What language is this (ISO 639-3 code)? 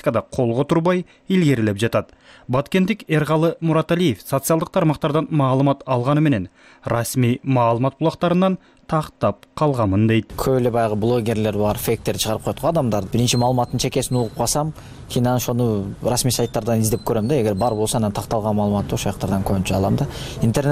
kir